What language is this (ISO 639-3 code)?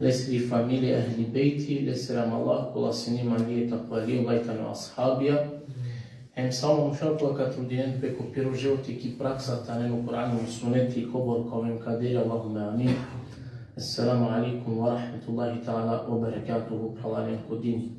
rmn